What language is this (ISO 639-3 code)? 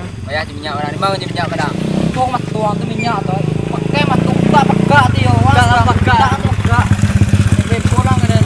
min